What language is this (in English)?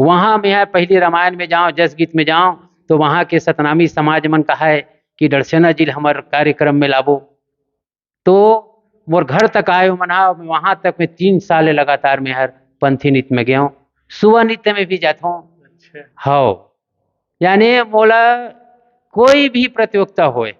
Chhattisgarhi